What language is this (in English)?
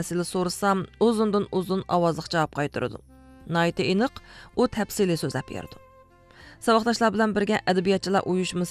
Uyghur